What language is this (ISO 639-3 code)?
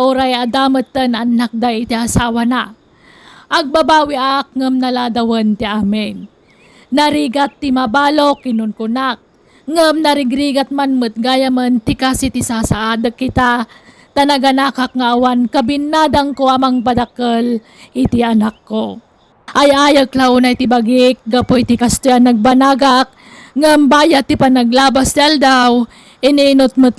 ilo